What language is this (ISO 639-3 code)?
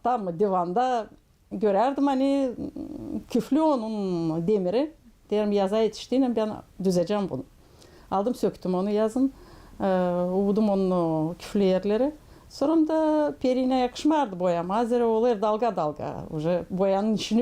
gag